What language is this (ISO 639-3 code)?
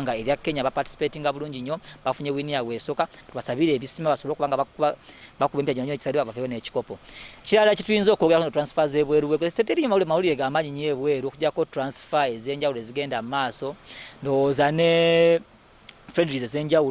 lug